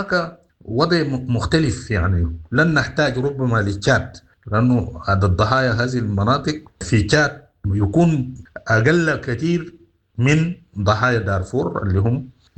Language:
Sudanese Arabic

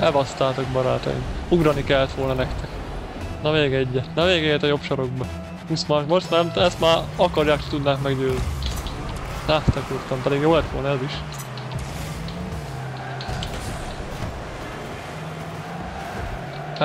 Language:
Hungarian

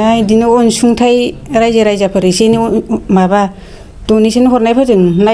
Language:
Bodo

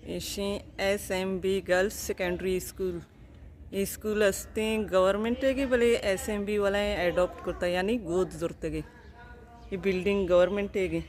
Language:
Baluchi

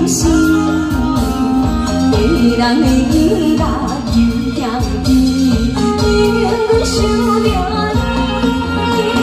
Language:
Chinese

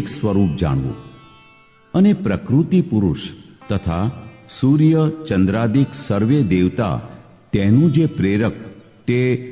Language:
Gujarati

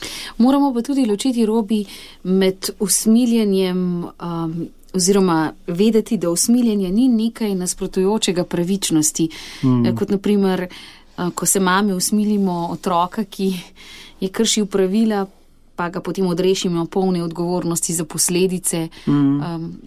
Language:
Slovenian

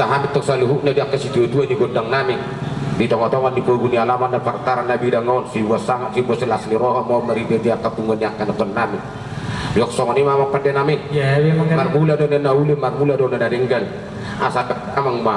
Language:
Batak Toba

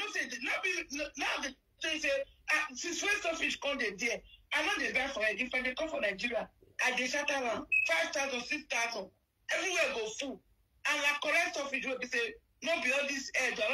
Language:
Nigerian Pidgin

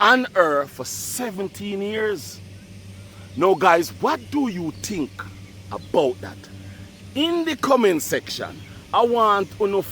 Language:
Jamaican Creole English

